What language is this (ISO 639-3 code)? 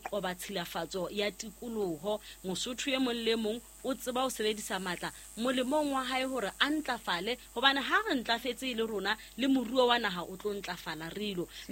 sot